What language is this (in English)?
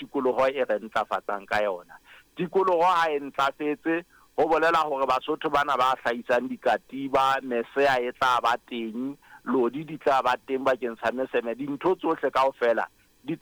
Southern Sotho